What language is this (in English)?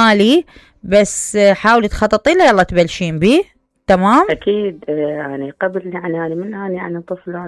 Mesopotamian Arabic